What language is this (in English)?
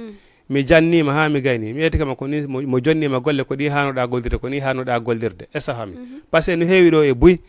Fula